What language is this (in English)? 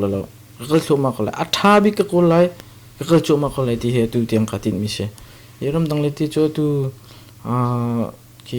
Hakha Chin